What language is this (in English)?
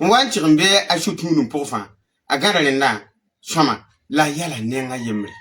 Mossi